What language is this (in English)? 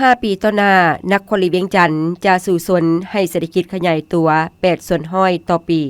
Lao